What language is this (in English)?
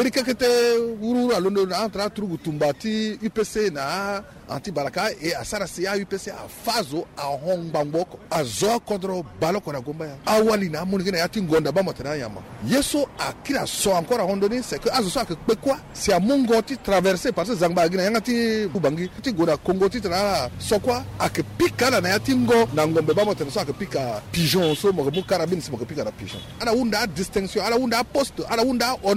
Sango